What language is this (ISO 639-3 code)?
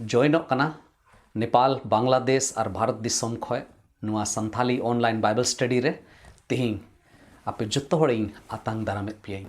sat